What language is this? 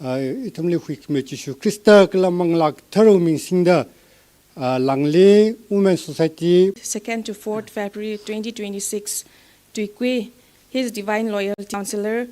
Tangkhul Naga (India)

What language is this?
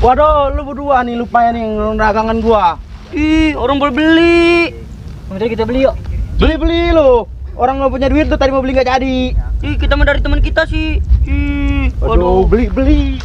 Betawi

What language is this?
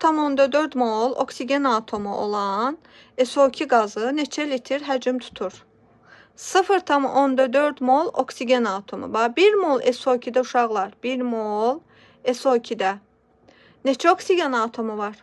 Azerbaijani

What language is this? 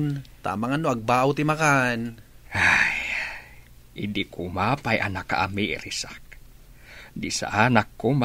Iloko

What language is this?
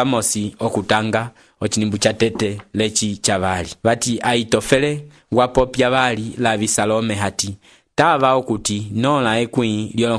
Umbundu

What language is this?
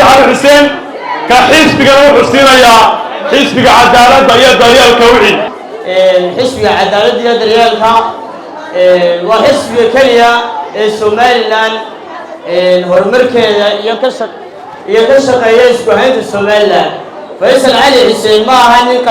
Somali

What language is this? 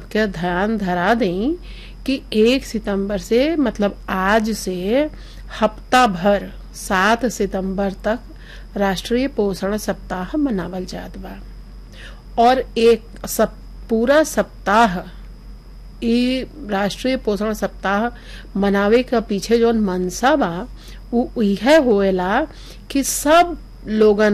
Bhojpuri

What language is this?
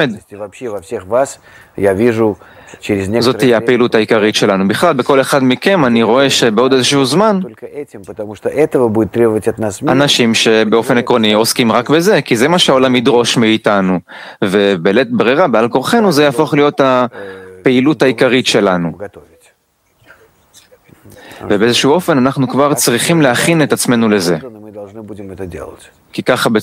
Hebrew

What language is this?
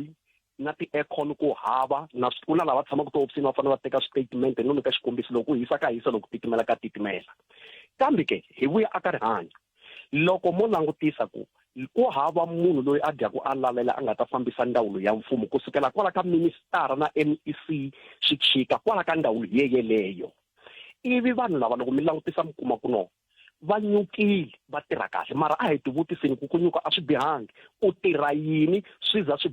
Tsonga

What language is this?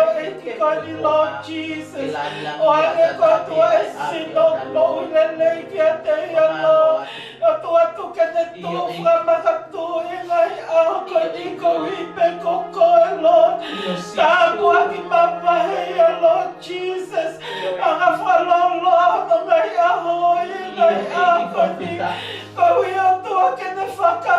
Tongan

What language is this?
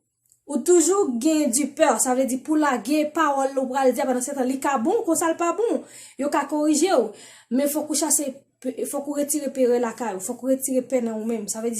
Haitian Creole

